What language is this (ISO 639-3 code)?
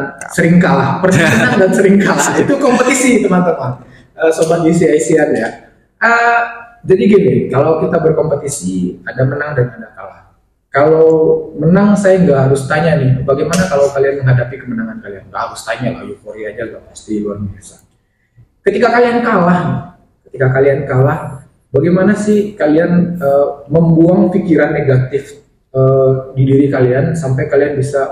ind